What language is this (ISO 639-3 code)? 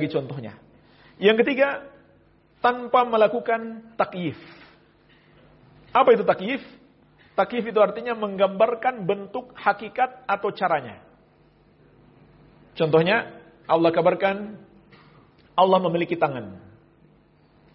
ind